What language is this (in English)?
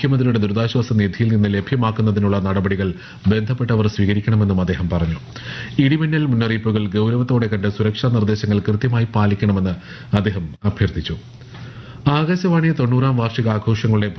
Malayalam